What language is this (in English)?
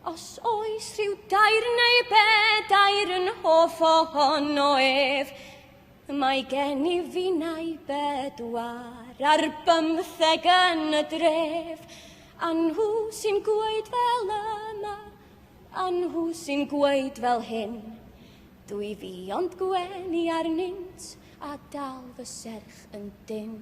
Welsh